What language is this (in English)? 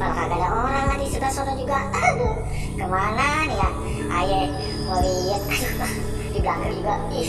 Betawi